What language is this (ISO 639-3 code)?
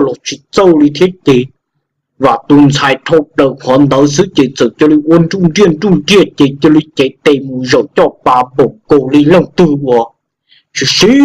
hmn